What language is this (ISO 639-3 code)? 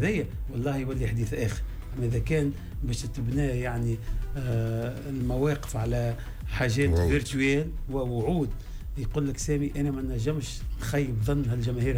aeb